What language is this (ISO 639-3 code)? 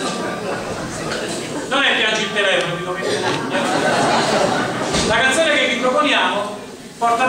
ita